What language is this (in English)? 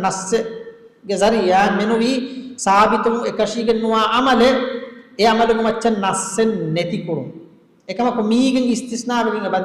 Divehi